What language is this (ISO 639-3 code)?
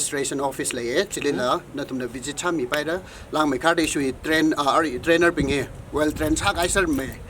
nmf